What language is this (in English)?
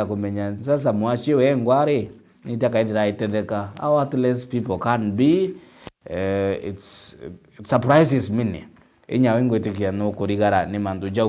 Meru